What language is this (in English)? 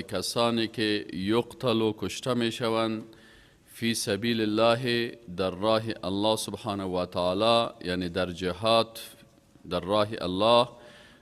Persian